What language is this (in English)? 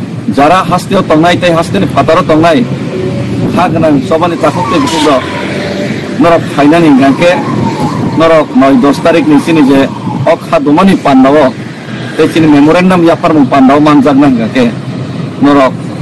Kok Borok